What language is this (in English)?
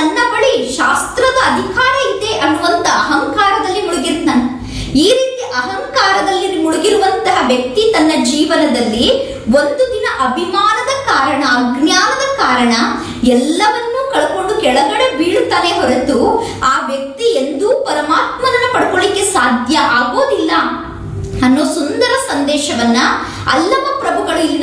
Kannada